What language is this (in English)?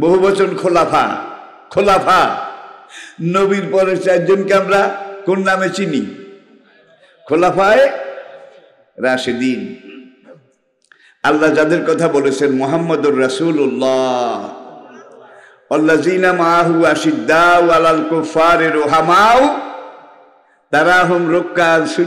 Bangla